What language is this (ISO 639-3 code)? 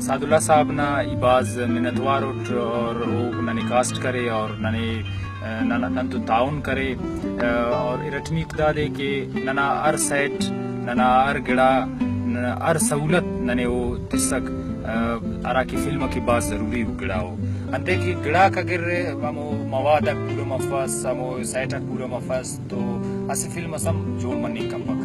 brh